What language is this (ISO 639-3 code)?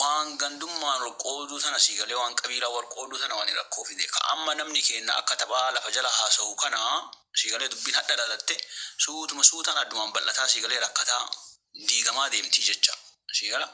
orm